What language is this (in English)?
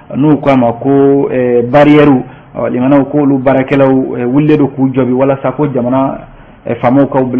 Bambara